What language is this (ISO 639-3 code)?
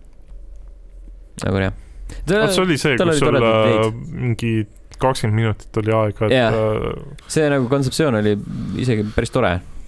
est